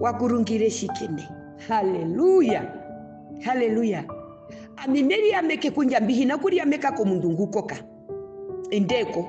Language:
Herero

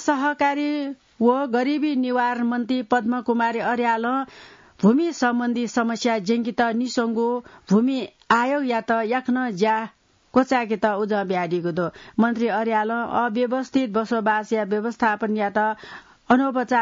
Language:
Newari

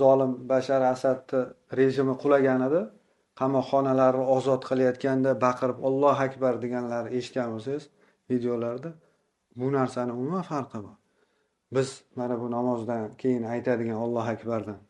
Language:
Uzbek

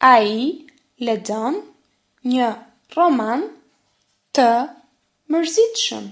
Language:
Albanian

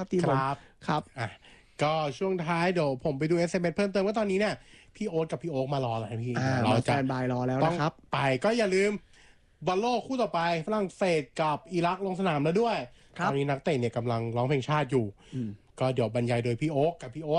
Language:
Thai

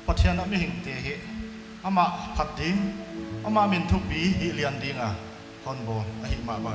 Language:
Paite Chin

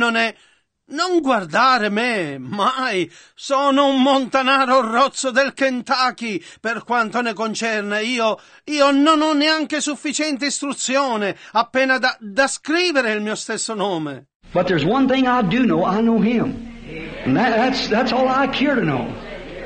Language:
Italian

